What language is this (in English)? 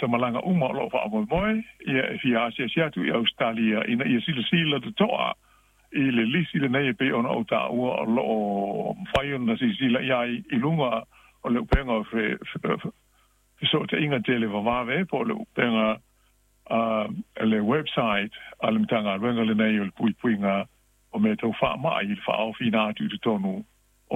Samoan